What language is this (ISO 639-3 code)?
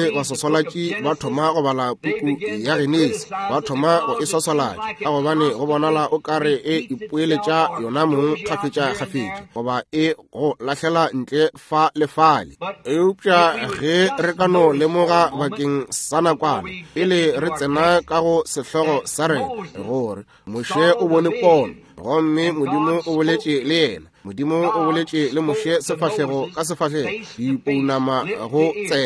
nso